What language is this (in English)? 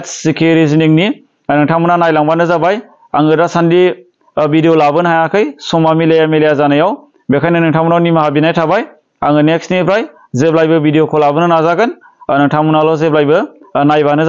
Bodo